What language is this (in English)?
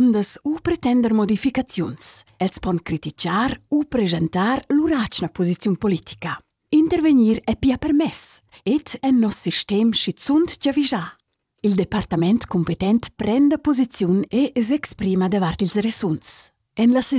Romansh